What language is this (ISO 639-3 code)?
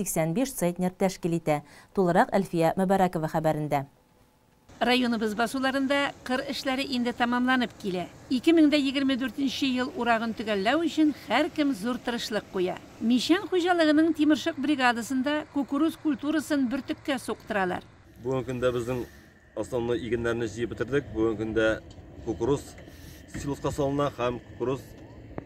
tat